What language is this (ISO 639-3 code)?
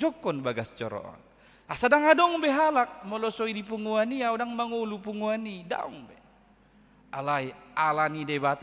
bbc